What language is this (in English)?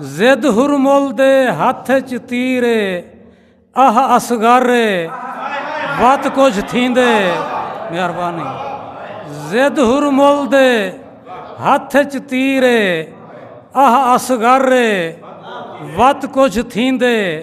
Saraiki